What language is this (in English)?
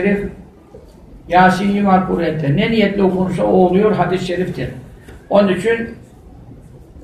Turkish